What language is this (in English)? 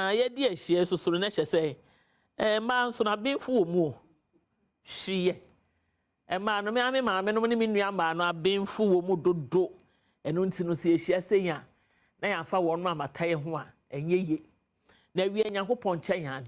Akan